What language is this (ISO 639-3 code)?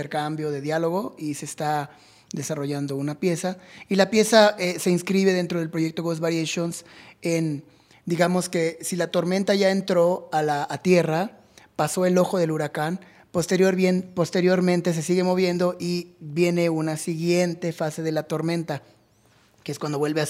spa